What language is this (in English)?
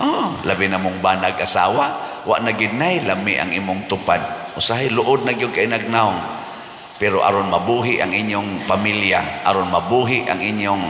Cebuano